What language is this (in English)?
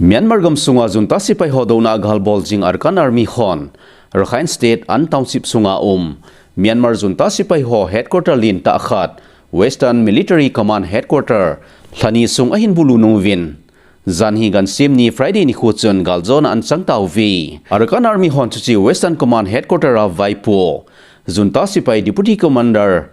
Thado Chin